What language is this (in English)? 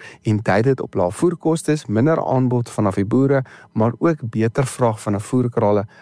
Afrikaans